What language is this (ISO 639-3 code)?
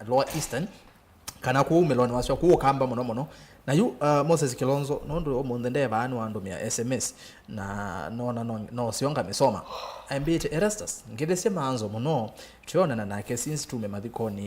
kam